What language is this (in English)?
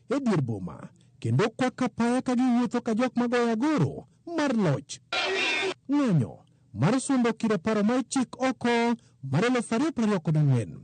Luo (Kenya and Tanzania)